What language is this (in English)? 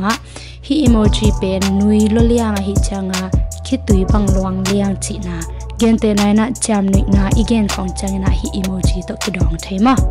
Tedim Chin